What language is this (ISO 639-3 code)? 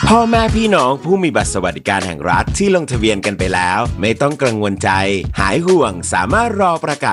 tha